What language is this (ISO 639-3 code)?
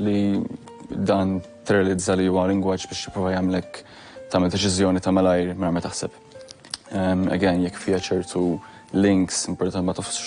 mlt